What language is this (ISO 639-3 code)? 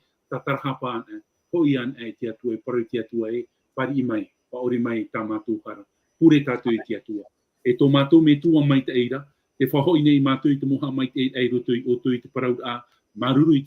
tah